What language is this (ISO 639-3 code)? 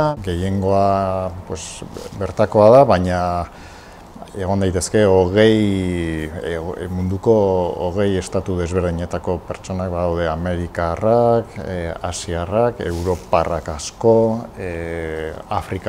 eus